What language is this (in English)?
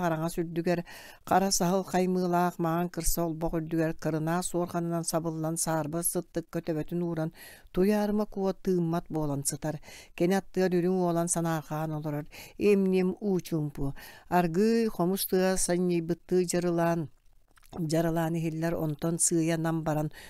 Yakut